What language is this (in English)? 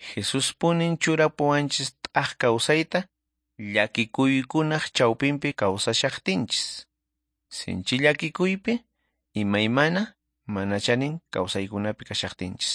Quechua